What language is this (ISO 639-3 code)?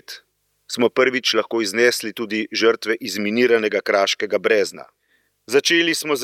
slv